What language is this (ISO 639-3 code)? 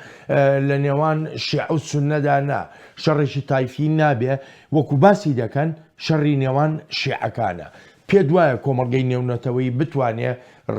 ckb